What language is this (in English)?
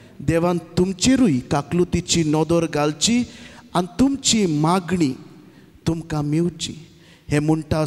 Konkani